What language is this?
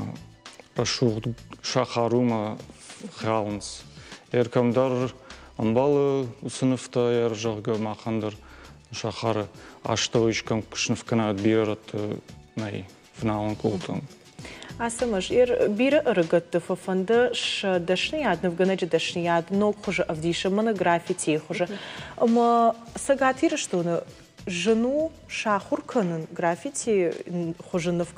Ossetic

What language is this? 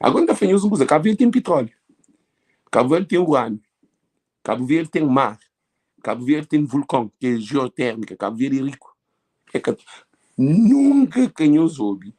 Kabuverdianu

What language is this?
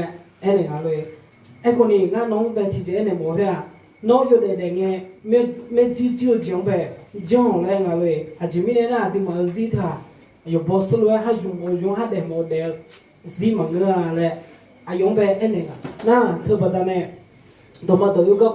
Akha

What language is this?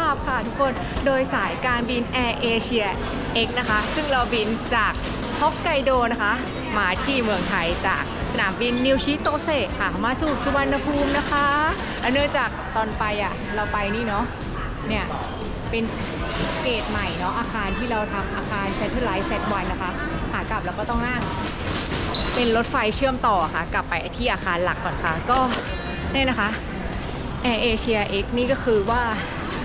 Thai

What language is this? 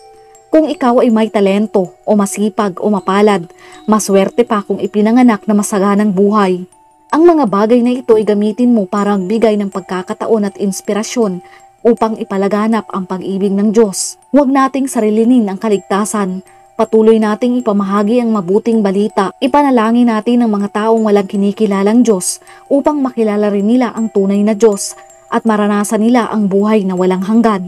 Filipino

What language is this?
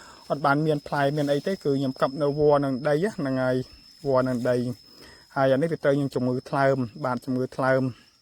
Khmer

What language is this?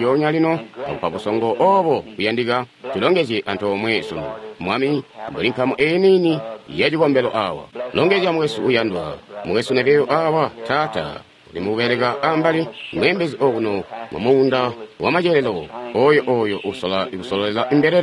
Tonga (Zambia)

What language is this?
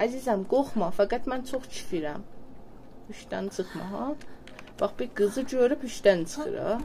South Azerbaijani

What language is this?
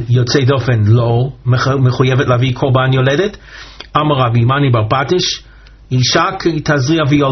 Hebrew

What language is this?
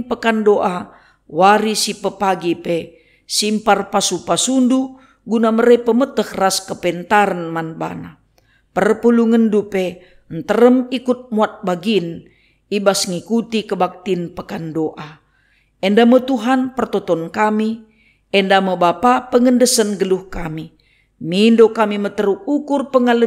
Batak Karo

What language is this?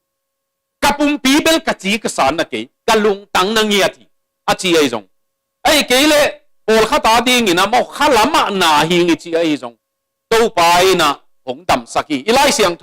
Tedim Chin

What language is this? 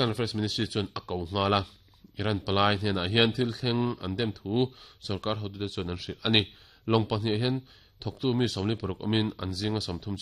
Mizo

